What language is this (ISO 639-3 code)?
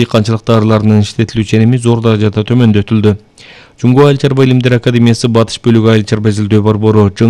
kir